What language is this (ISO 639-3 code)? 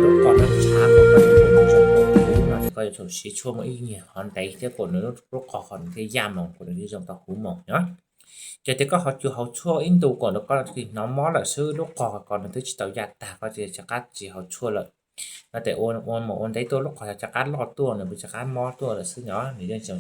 hmn